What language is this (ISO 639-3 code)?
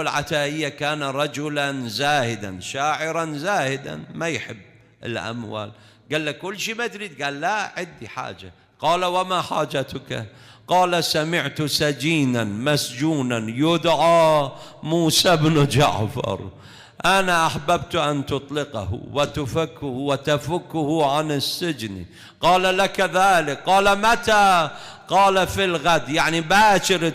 acm